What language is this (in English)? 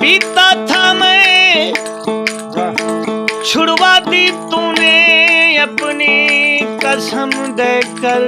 Saraiki